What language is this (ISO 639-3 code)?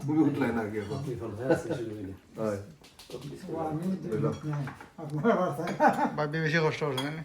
syl